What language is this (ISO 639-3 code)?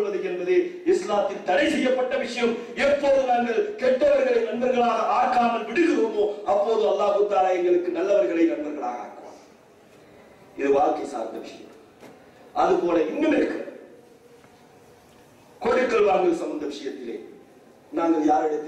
tam